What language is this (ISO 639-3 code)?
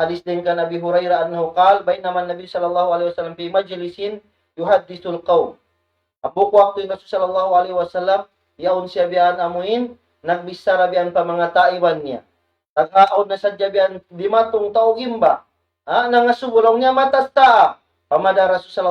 tsg